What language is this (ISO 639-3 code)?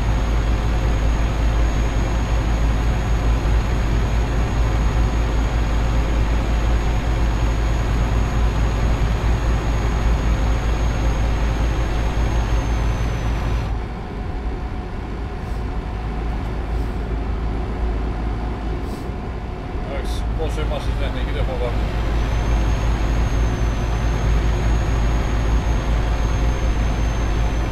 ell